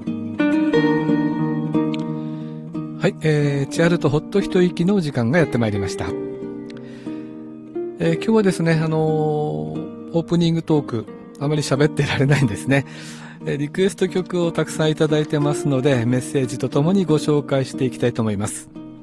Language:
Japanese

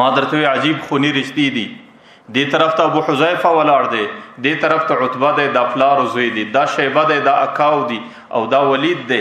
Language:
Pashto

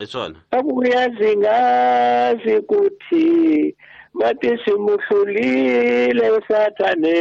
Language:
Tsonga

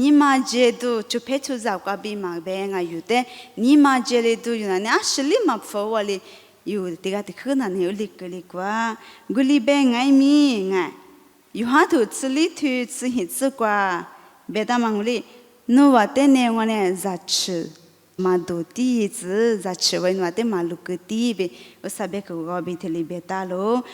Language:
Lisu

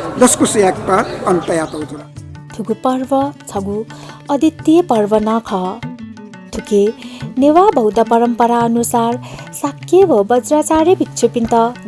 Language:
Newari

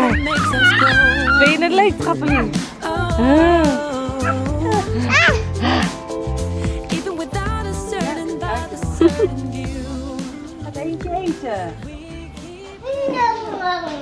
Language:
Dutch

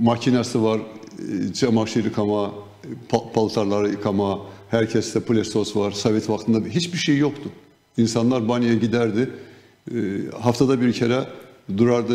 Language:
Gagauz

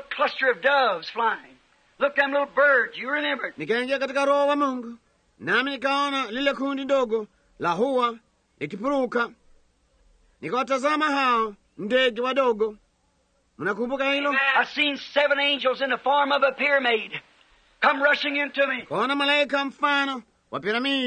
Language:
Swahili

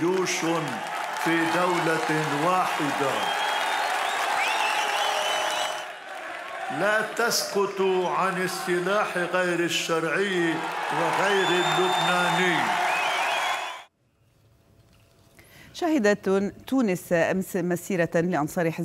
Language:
Arabic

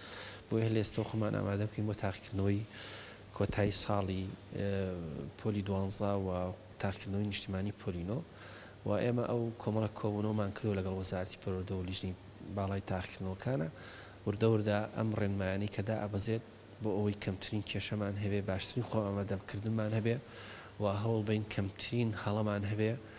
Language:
Central Kurdish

